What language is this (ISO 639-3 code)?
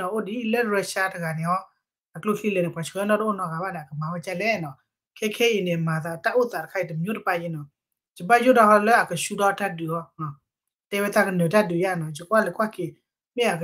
ksw